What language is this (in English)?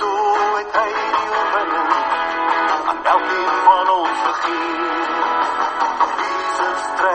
Afrikaans